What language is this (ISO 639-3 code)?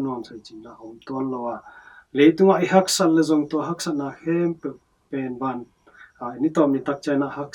ctd